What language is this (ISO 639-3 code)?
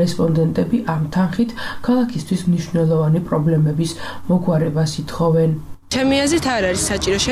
kat